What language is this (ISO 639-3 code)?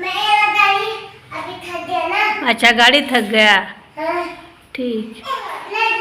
sat